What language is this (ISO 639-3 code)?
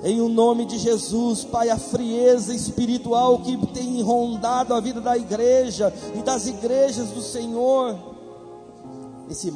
por